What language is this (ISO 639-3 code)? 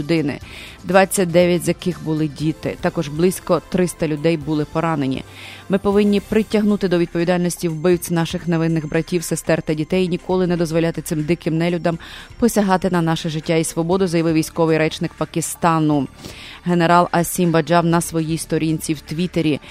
ukr